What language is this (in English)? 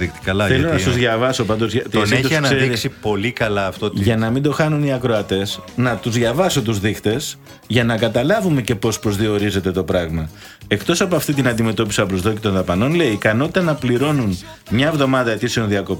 Greek